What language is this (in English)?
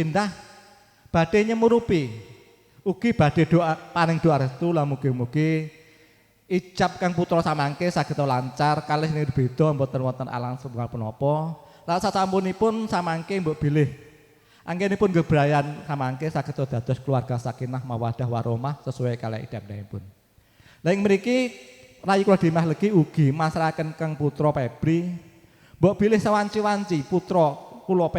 Javanese